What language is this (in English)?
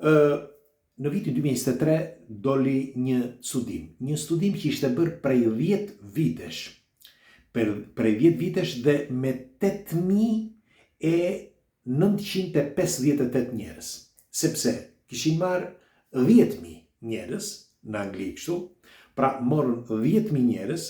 Albanian